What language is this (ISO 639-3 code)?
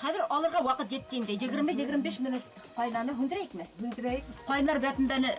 bak